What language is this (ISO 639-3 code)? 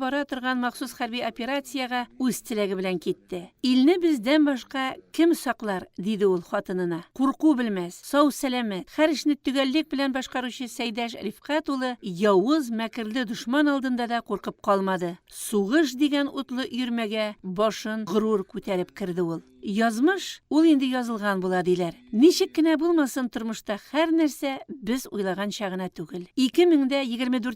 tat